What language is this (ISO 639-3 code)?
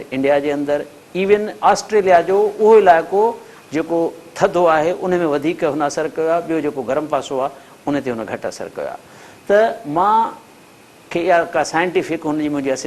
snd